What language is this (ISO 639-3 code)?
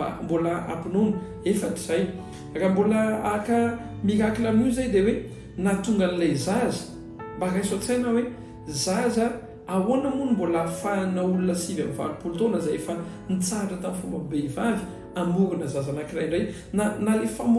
mlg